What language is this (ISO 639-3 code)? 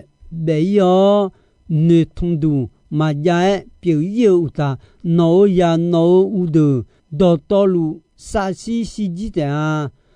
ahk